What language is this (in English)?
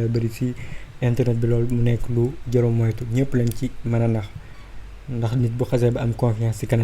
Wolof